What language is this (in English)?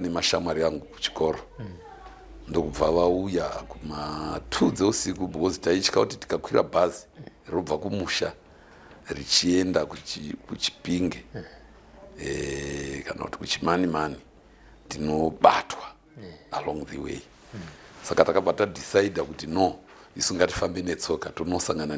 Shona